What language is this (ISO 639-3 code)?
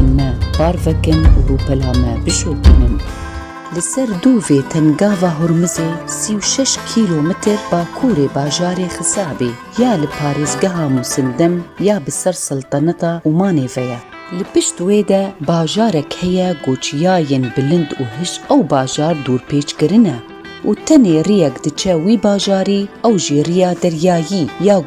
kur